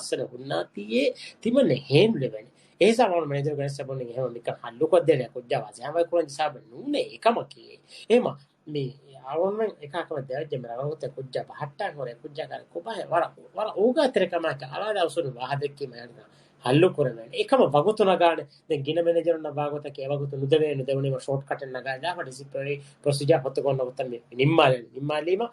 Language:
Divehi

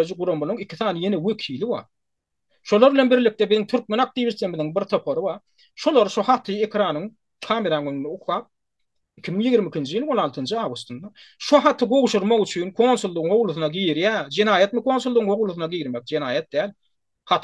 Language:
Turkmen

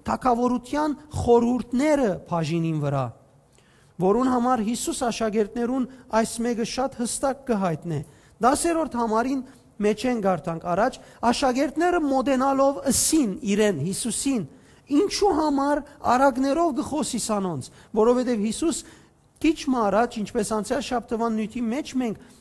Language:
Western Armenian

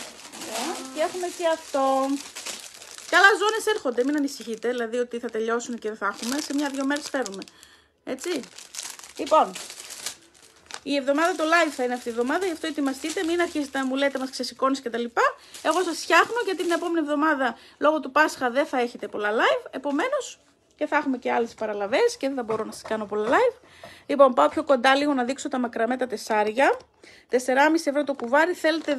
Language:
Greek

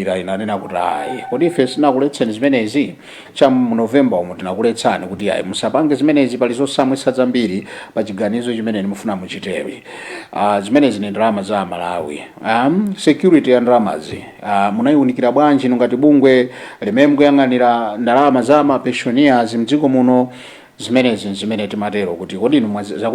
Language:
Nyanja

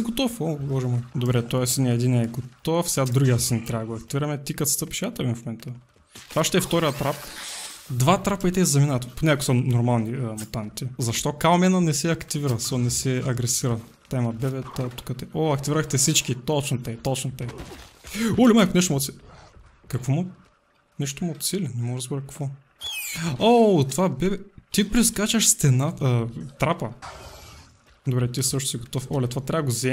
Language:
Bulgarian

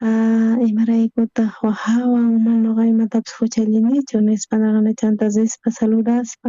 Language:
South Bolivian Quechua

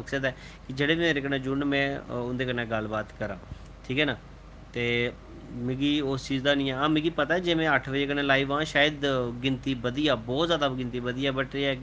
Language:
Dogri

